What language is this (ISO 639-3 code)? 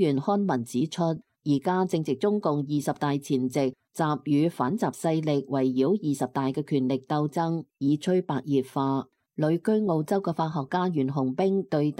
yue